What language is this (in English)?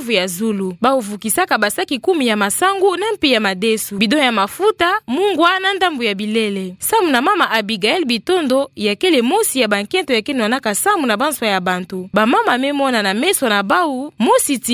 Kituba (Democratic Republic of Congo)